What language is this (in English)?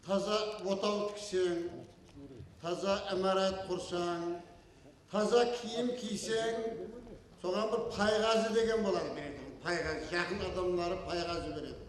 Kara-Kalpak